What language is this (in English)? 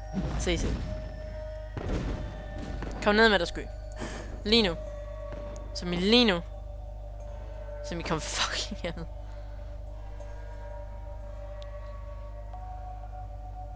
Danish